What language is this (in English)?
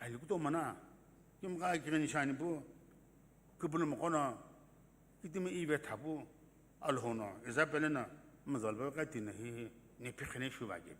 Sumi Naga